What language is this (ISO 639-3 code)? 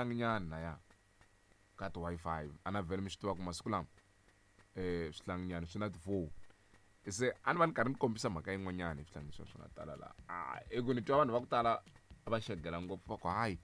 tso